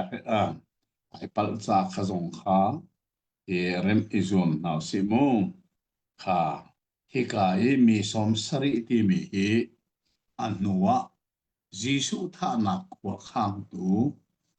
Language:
Hakha Chin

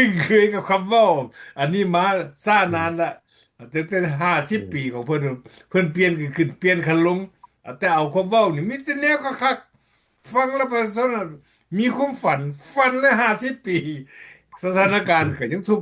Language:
Lao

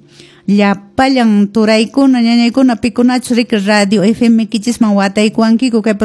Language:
Quechua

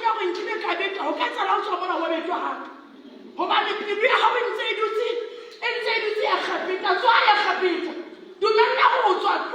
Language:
Southern Sotho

